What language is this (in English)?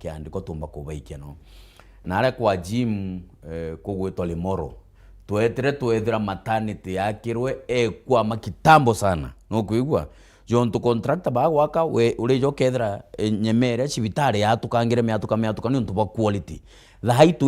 Meru